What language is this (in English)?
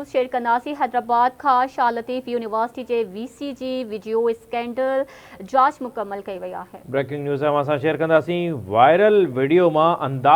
Sindhi